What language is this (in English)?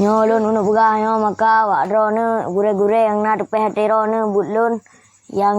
Achinese